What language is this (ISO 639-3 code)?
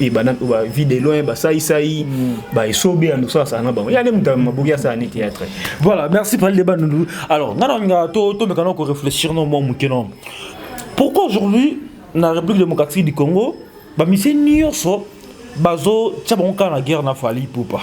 lin